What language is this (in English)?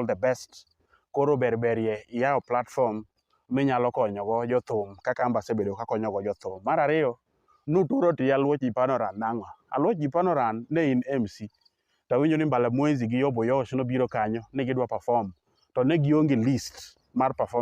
Luo (Kenya and Tanzania)